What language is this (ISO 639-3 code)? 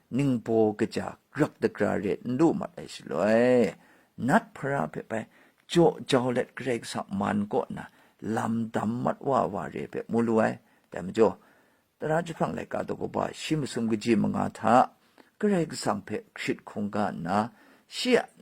kac